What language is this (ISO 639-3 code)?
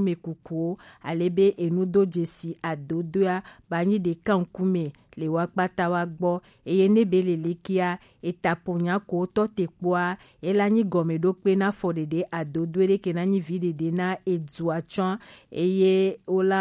gej